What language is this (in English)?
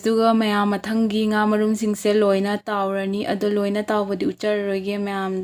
Manipuri